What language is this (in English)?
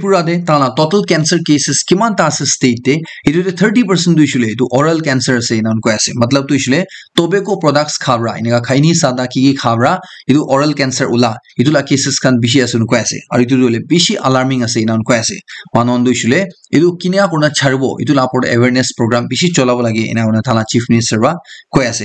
Naga Pidgin